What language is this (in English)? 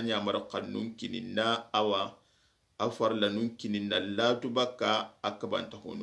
Soninke